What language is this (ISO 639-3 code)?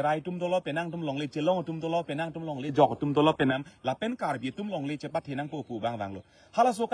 mjw